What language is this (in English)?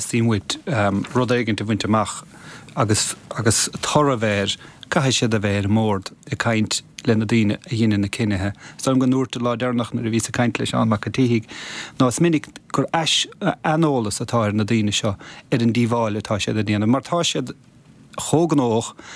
Irish